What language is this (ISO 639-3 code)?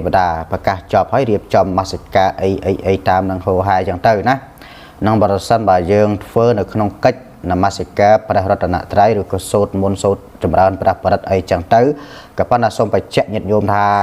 khm